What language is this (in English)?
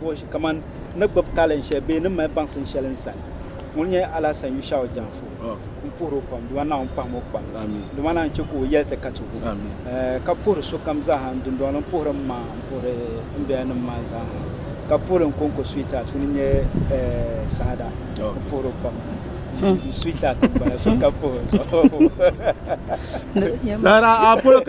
Dagbani